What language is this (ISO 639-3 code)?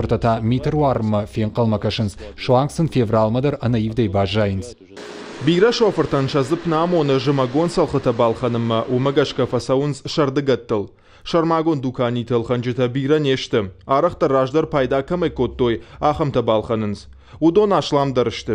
oss